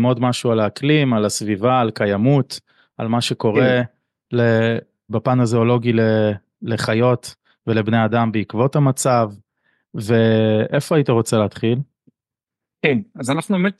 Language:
Hebrew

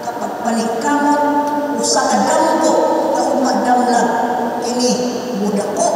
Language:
Cebuano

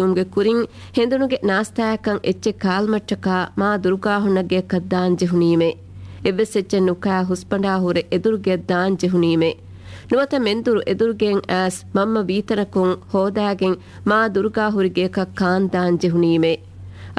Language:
Divehi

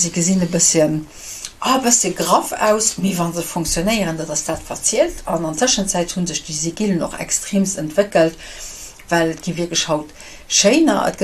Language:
Luxembourgish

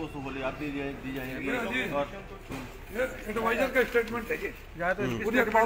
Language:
Hindi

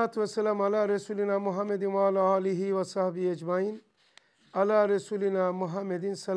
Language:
Turkish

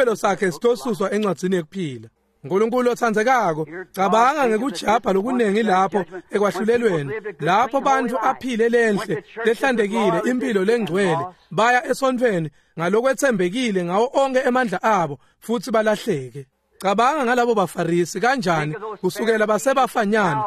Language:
Swati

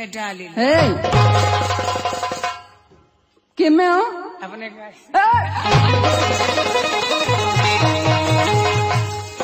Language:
Bhojpuri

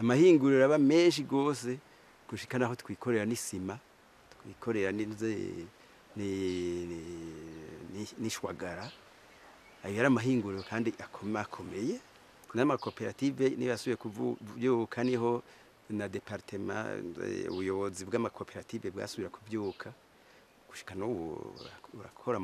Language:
Rundi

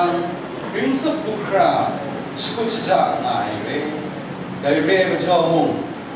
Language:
Kachin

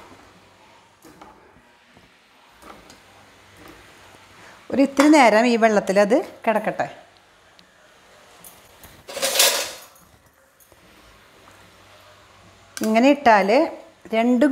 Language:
Malayalam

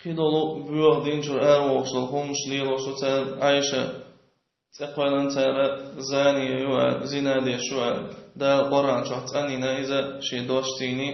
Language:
Chechen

